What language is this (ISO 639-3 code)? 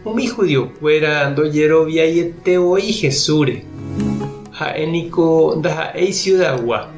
grn